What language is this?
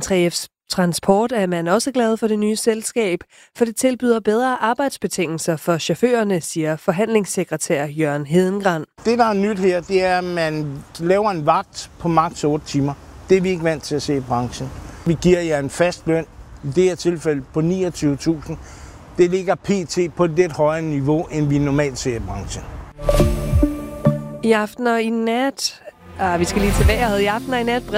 Danish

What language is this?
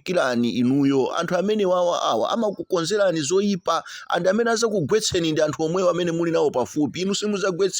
Nyanja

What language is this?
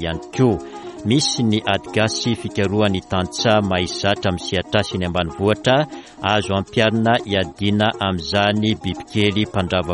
Malagasy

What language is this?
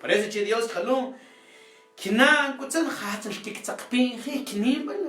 Mam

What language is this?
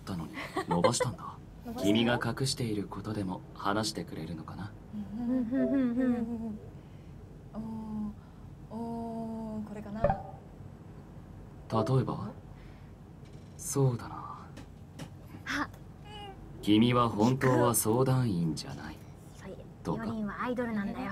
Japanese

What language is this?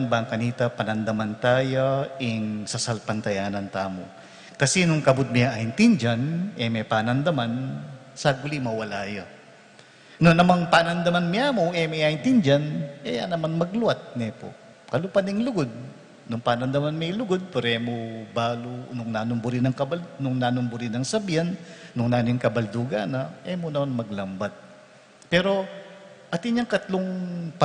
Pampanga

